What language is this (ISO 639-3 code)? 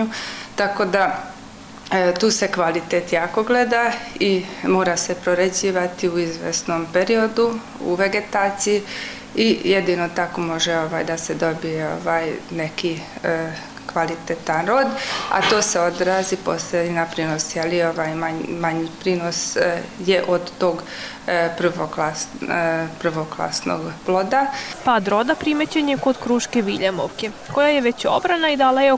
srp